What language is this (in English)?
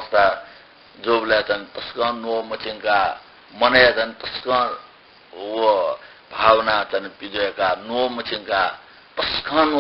Newari